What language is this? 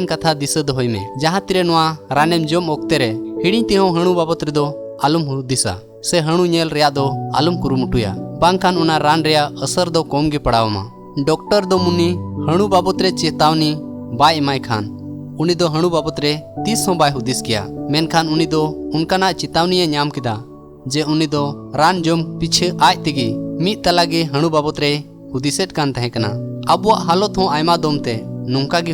Santali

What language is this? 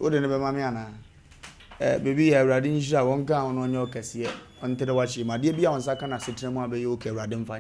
Akan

